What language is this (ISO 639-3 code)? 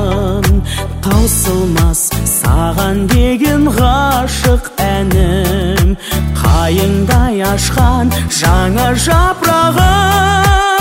kaz